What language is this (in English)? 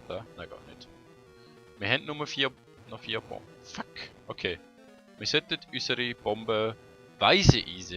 Swiss German